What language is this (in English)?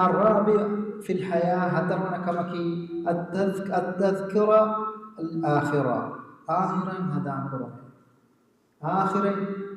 Divehi